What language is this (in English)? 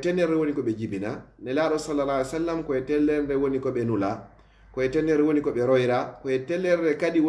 Fula